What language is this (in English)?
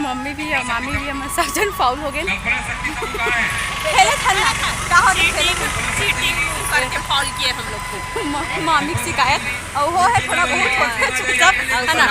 Chhattisgarhi